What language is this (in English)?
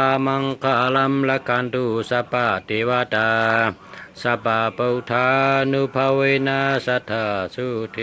Shan